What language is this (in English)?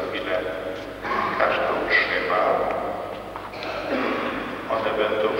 Polish